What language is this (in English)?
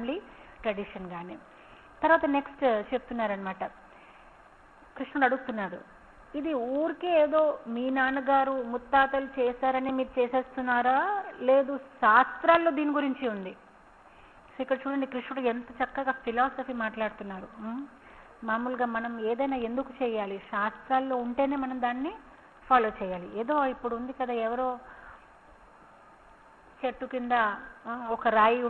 Telugu